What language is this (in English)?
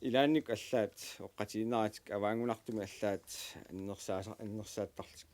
Kalaallisut